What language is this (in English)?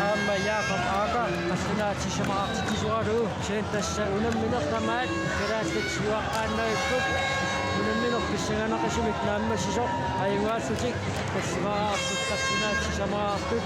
Kalaallisut